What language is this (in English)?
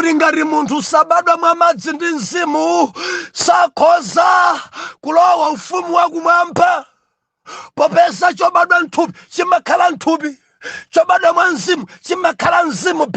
Nyanja